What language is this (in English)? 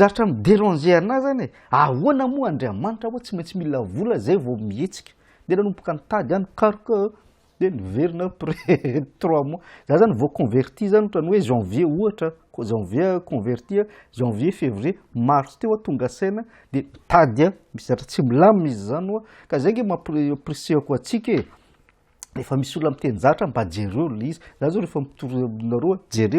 Malagasy